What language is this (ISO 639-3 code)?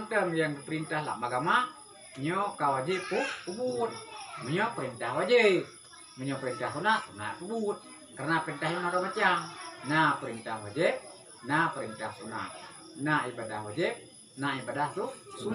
ace